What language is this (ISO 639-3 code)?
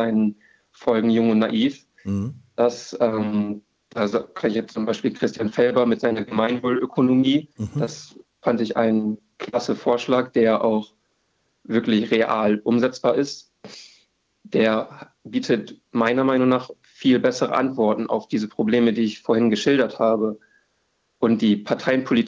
deu